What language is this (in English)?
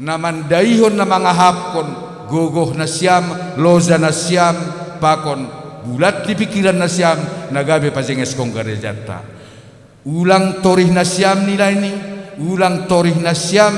Batak Simalungun